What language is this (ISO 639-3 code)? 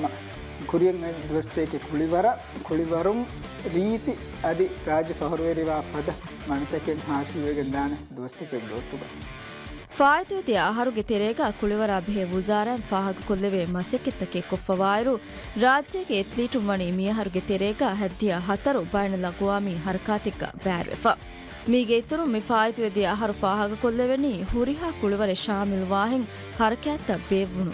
div